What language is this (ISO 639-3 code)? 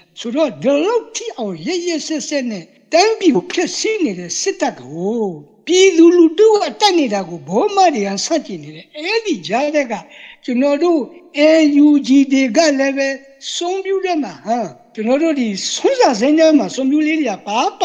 mya